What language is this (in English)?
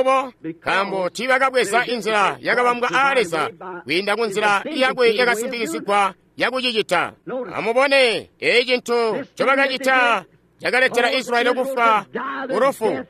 Tonga (Zambia)